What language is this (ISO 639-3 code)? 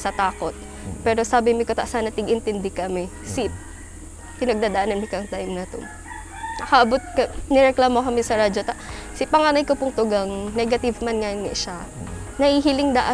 bik